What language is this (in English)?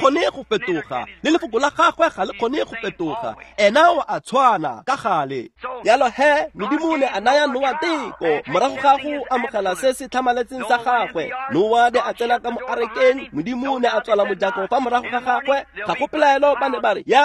Tswana